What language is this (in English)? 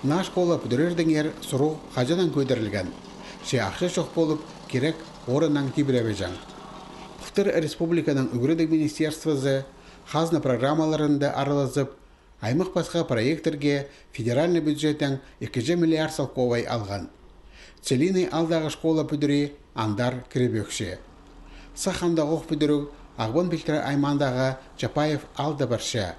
Khakas